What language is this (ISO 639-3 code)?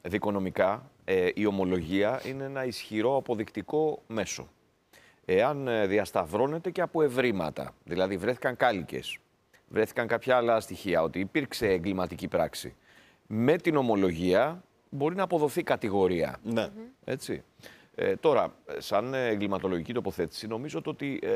ell